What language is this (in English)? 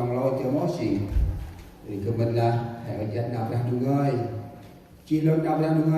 Central Mnong